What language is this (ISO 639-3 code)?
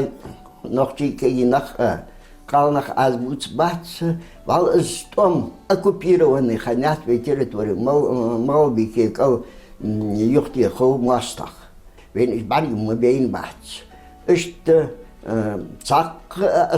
inh